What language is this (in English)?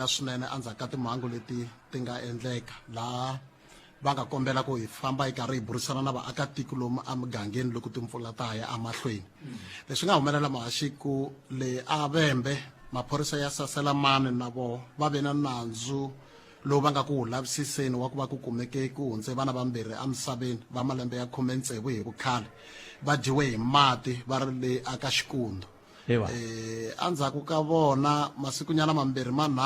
Tsonga